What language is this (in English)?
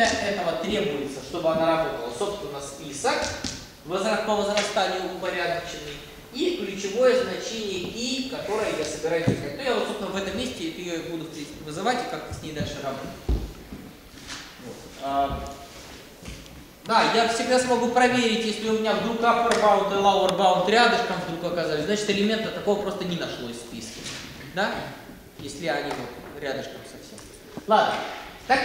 Russian